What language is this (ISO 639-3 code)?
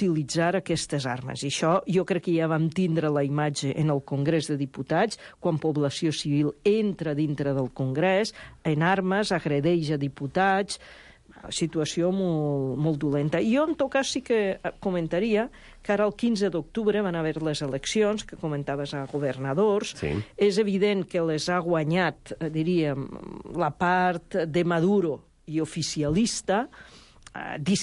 cat